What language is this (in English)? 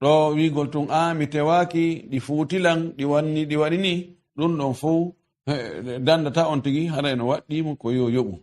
Fula